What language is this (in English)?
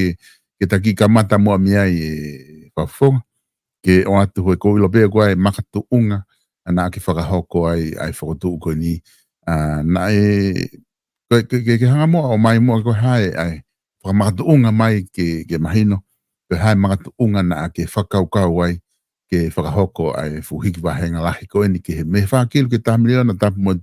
Tongan